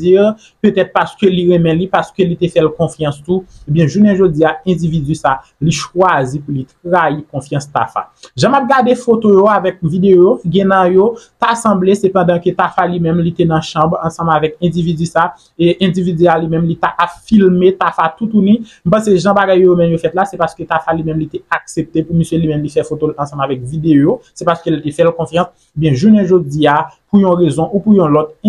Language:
Haitian Creole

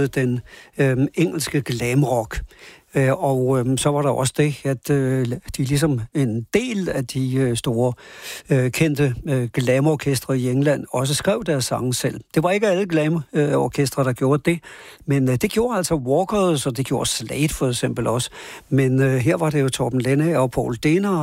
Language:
Danish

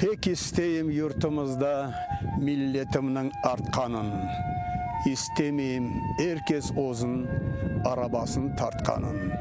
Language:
Crimean Tatar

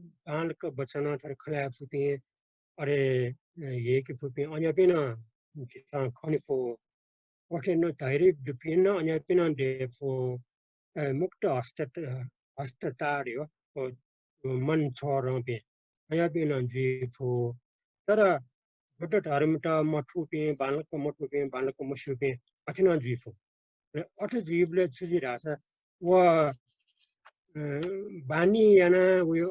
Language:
Newari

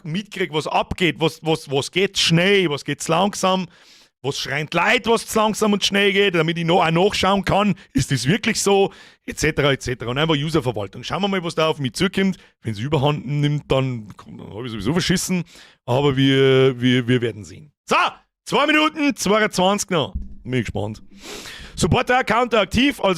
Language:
Bavarian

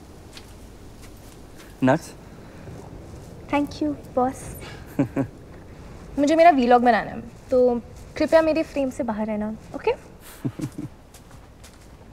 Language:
Hindi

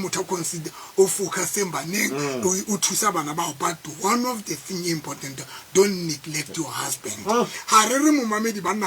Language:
Tswana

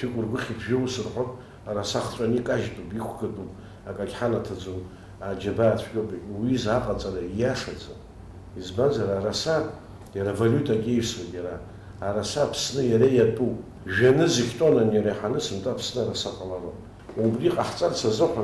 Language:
Abkhazian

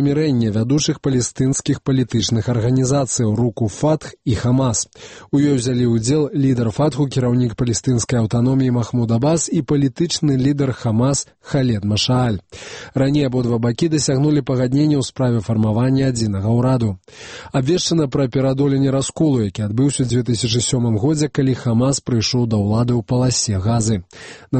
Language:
Belarusian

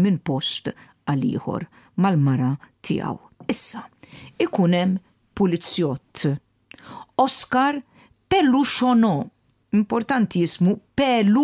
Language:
Maltese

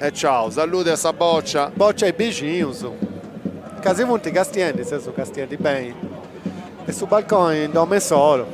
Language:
Sardinian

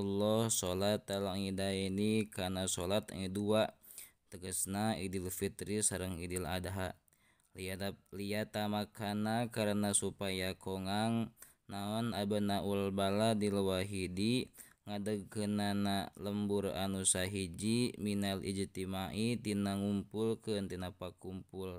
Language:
Sundanese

